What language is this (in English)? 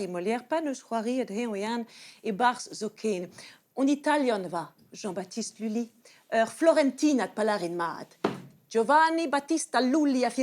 Breton